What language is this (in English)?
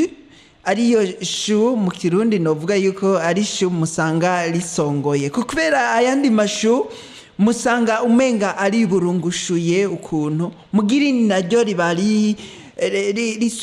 Rundi